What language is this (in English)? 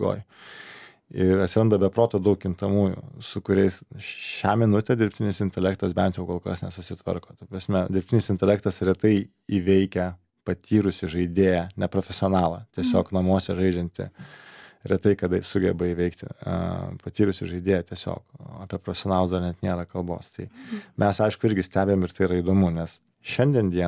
Lithuanian